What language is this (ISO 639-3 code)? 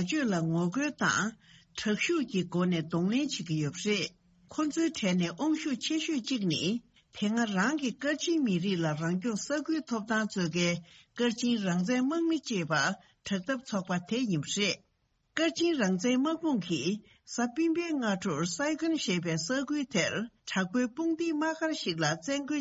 bod